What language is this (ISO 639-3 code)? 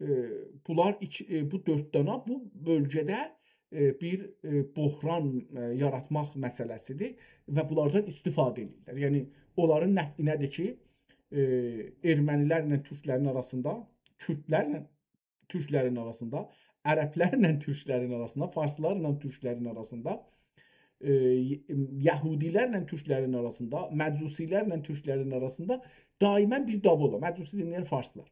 azb